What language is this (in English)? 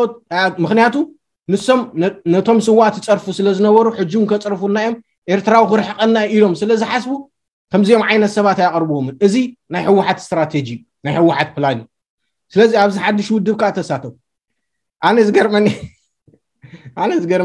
Tigrinya